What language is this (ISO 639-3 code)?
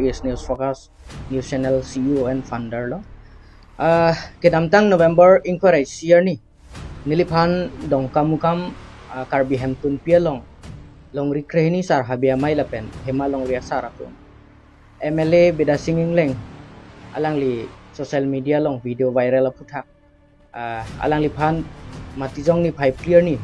mjw